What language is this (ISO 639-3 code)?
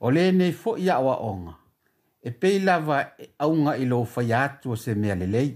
smo